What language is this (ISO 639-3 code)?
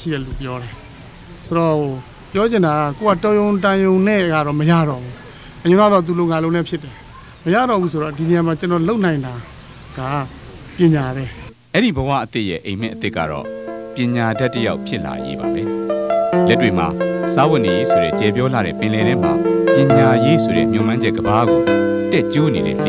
mya